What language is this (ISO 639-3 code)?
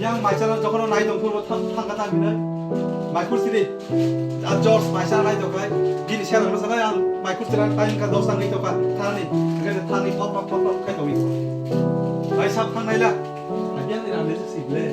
trp